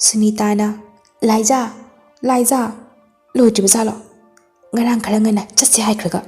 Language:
Manipuri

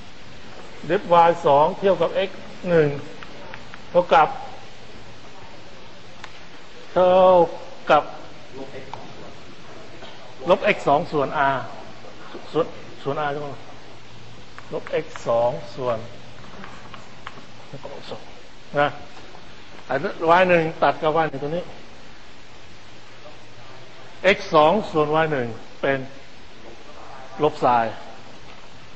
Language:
Thai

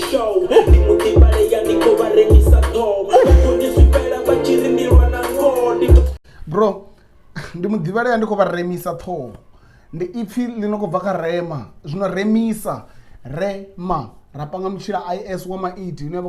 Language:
Venda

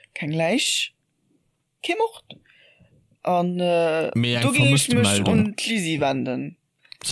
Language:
Luxembourgish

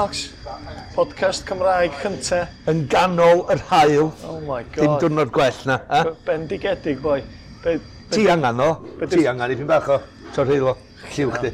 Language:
Welsh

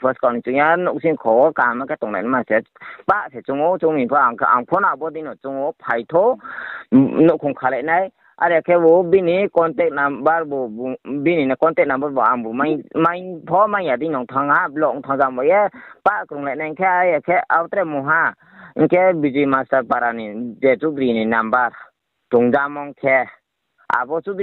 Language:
Riang (India)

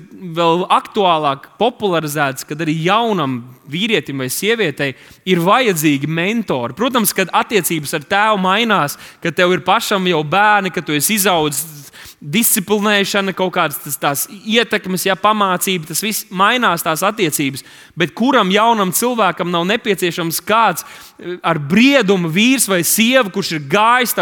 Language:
Latvian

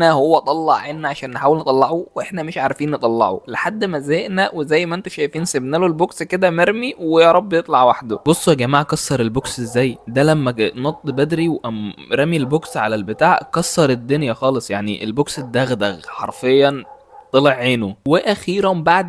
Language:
Egyptian Arabic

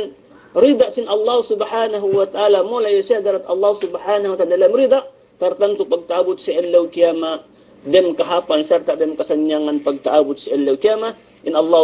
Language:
Yakan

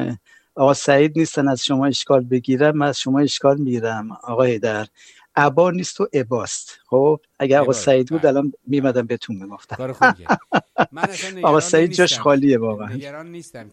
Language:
Persian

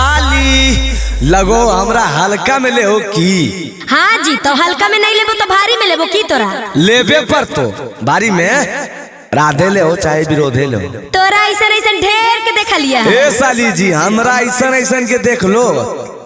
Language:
Magahi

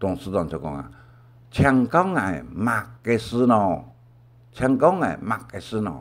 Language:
Hakka Chinese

